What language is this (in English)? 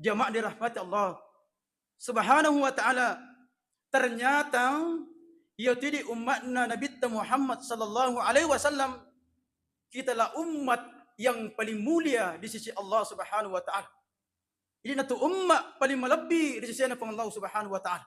Buginese